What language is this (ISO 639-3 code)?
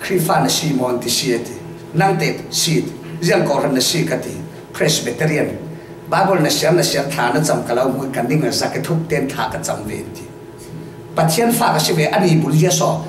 cfm